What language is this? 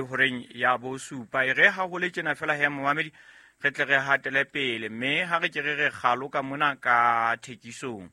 Southern Sotho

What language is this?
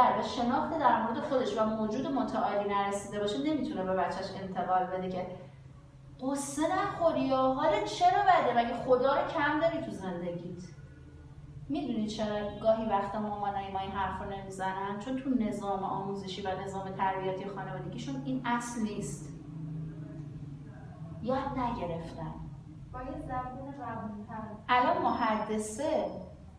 Persian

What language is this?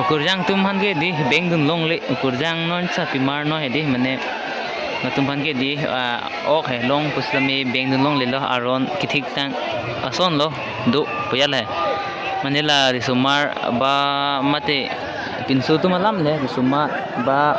Karbi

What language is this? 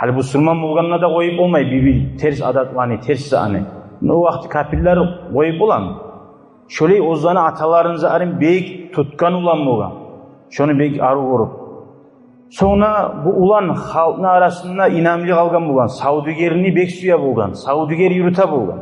Kumyk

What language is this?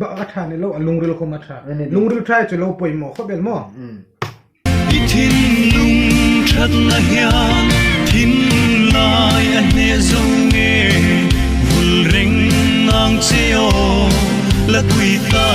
Hmar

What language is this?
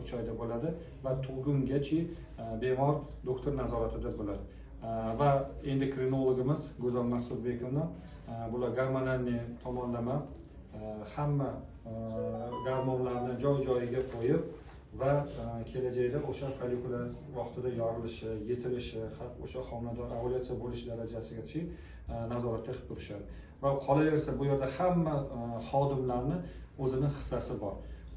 Uzbek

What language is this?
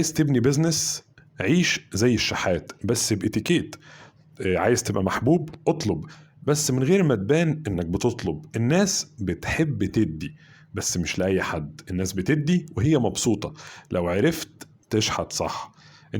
Egyptian Arabic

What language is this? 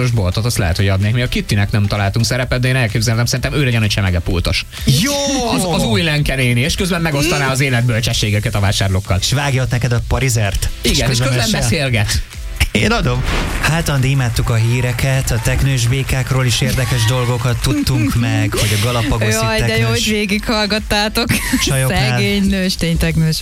Hungarian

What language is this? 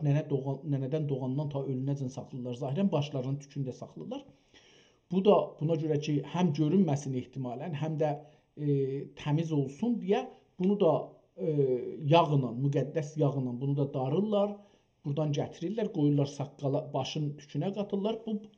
South Azerbaijani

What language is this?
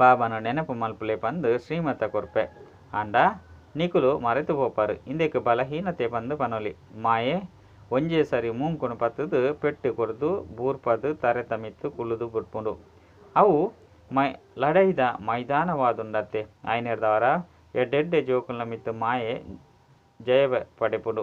Tulu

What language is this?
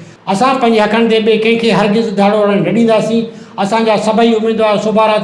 Sindhi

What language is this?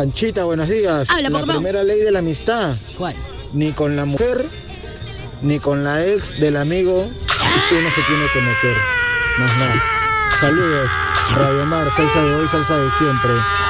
Spanish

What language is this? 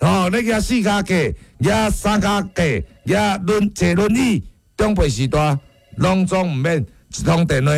Min Nan Chinese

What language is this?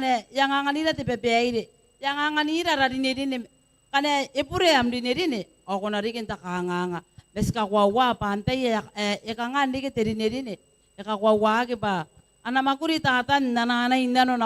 Gilbertese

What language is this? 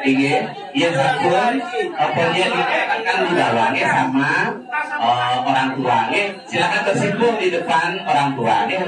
Balinese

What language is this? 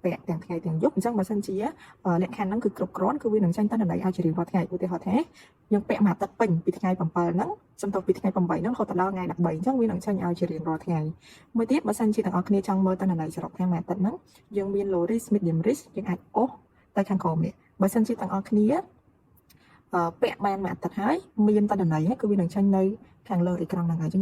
Khmer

